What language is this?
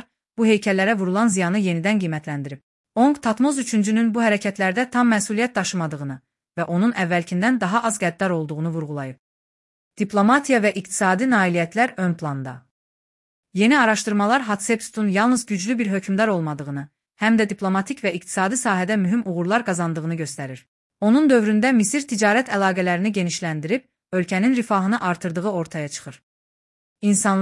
Azerbaijani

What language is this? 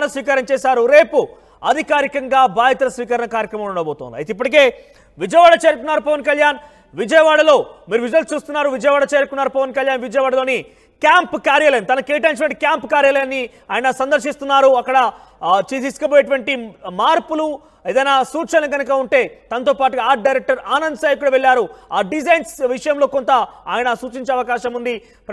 Telugu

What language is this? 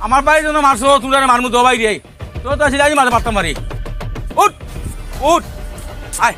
Sylheti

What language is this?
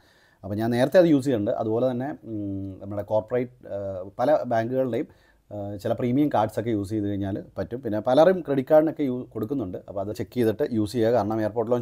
Malayalam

